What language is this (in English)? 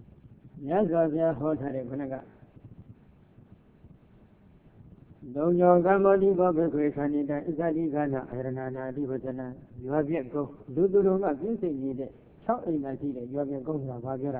Burmese